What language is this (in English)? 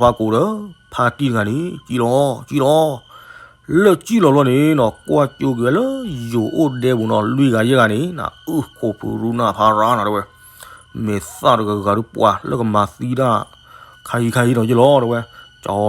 S'gaw Karen